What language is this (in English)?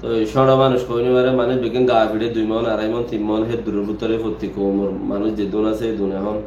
Rohingya